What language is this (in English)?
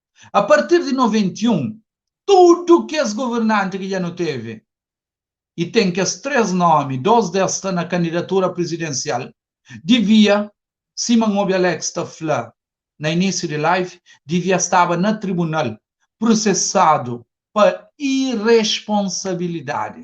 Kabuverdianu